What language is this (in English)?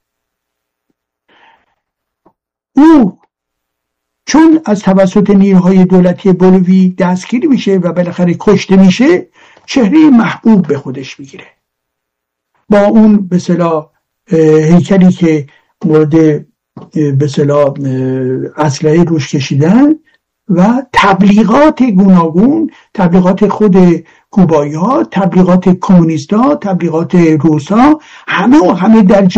Persian